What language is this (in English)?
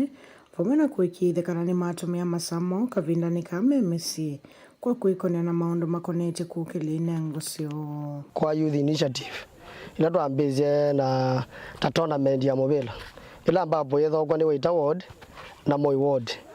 Kamba